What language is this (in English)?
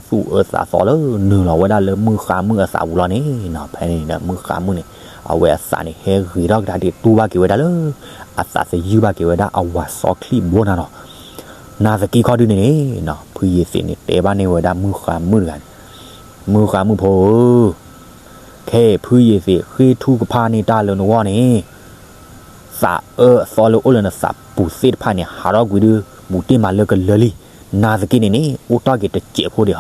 S'gaw Karen